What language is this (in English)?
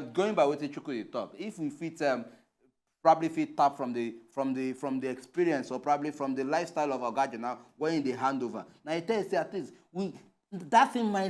Nigerian Pidgin